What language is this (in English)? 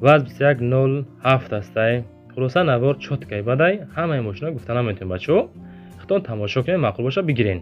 Tajik